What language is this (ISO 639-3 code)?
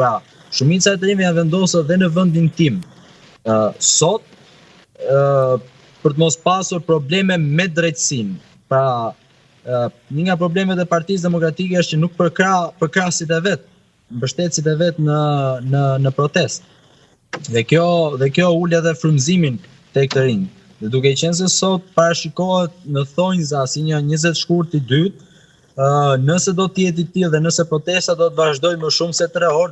sqi